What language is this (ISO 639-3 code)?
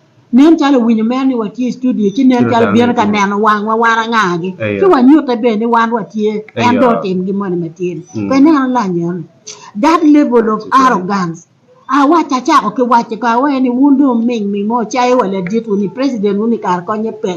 ach